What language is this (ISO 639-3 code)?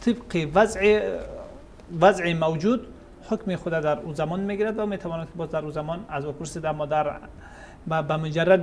fas